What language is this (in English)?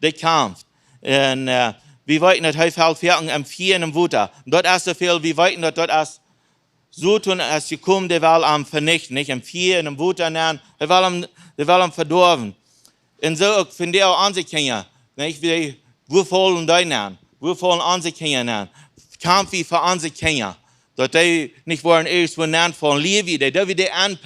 Plautdietsch